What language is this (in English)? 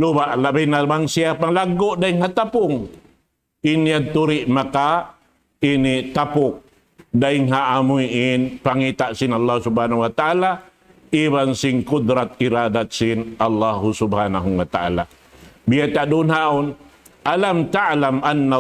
Tausug